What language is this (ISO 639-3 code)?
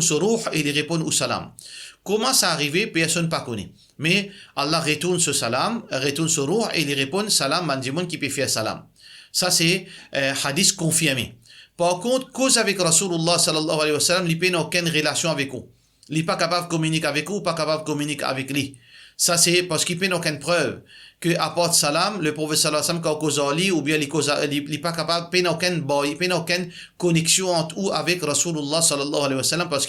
mfe